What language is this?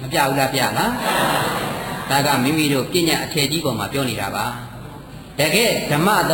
Burmese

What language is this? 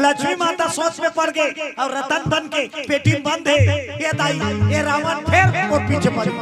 Chhattisgarhi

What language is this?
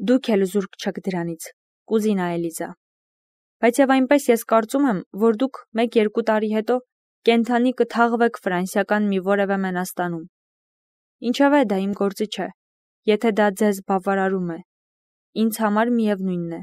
Armenian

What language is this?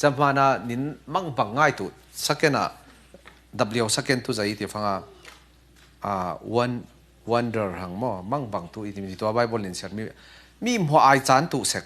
Falam Chin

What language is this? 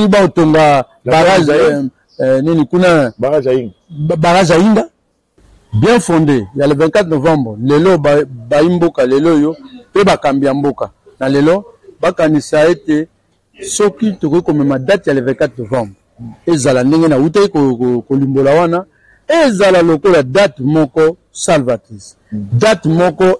Lingala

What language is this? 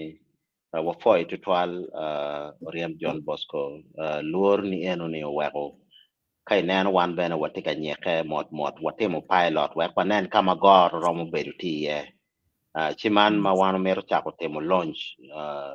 Acoli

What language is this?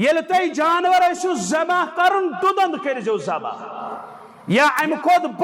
Kashmiri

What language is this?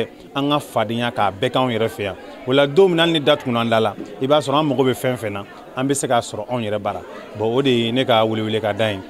Bambara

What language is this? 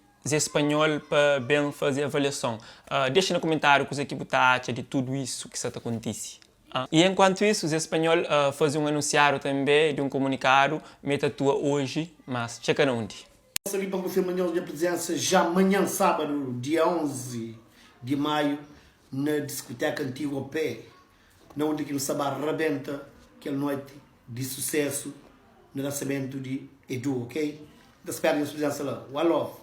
Kabuverdianu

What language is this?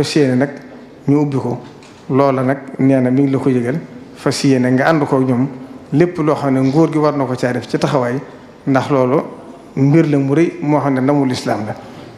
Wolof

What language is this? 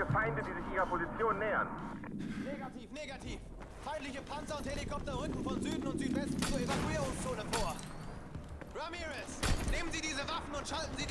Swiss German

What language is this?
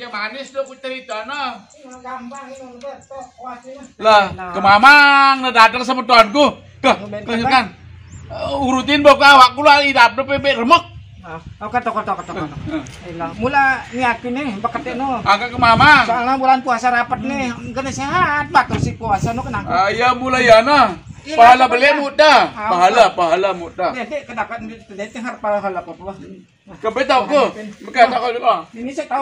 Sasak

